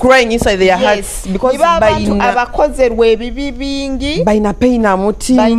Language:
Nyoro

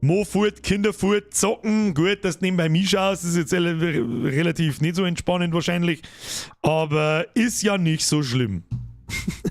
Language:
Bavarian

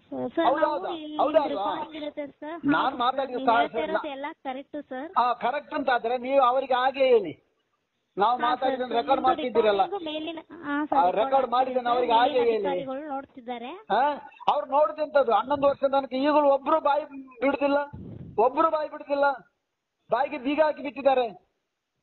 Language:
Kannada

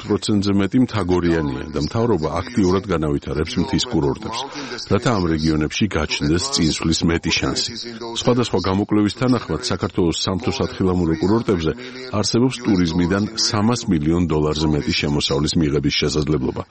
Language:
Georgian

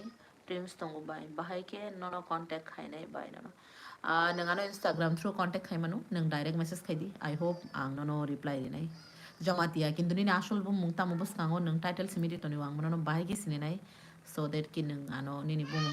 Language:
Kok Borok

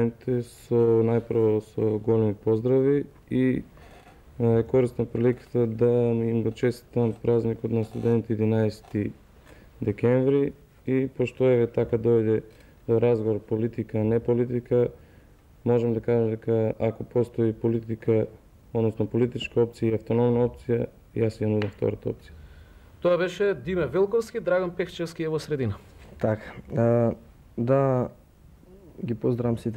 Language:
Macedonian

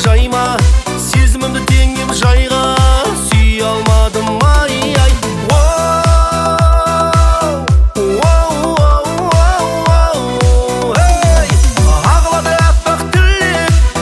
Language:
Kazakh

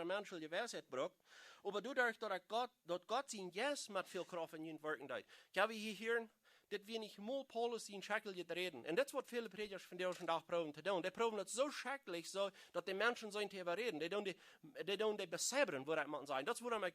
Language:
Plautdietsch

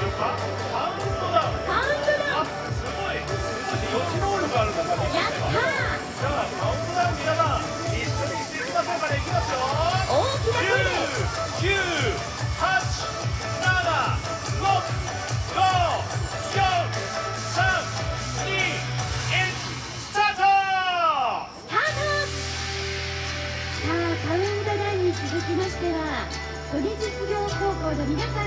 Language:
Japanese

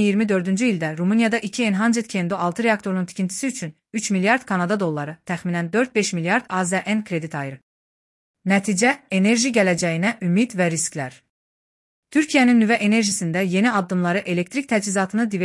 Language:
Azerbaijani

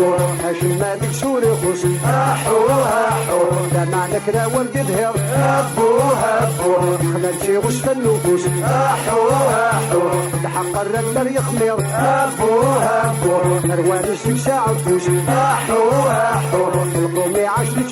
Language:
Kabyle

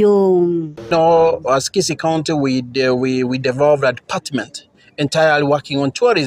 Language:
Gusii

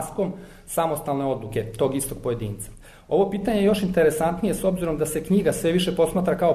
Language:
Serbian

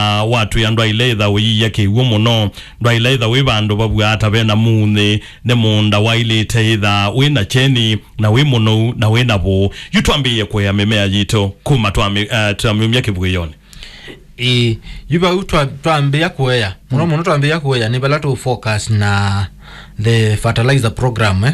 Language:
Kamba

